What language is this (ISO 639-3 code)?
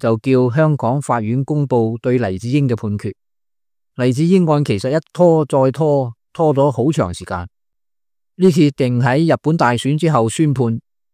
yue